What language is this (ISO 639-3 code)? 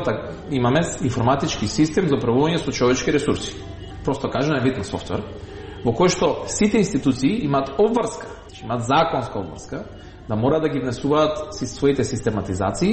mkd